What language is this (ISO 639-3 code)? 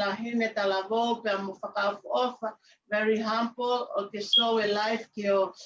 ton